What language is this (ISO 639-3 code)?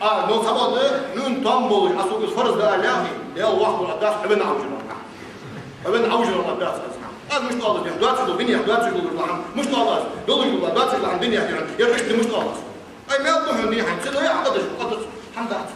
inh